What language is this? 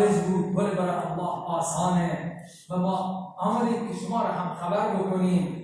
Persian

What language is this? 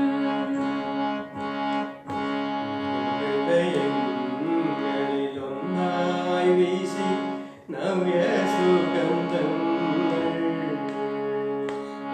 Malayalam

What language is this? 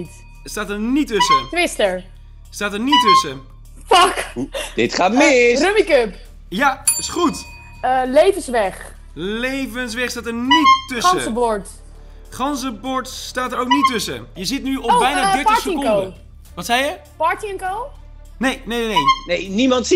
Dutch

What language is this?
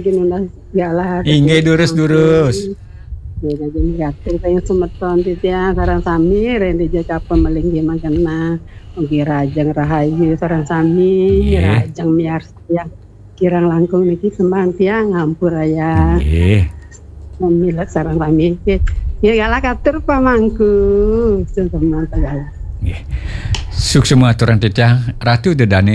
Balinese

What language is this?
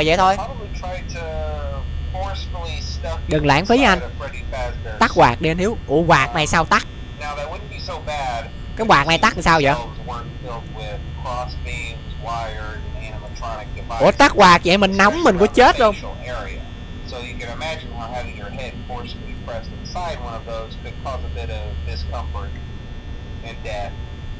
Vietnamese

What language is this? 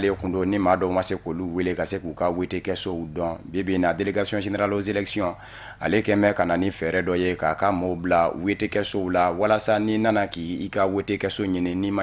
Bambara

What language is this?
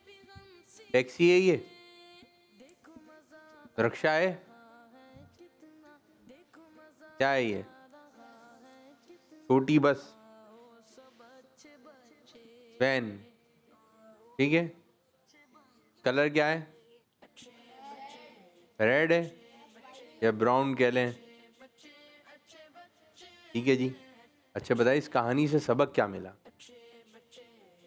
Hindi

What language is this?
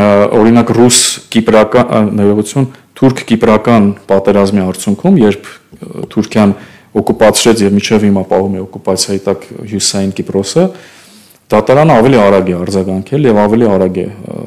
Armenian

